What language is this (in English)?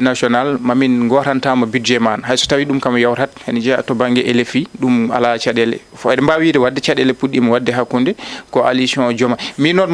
Fula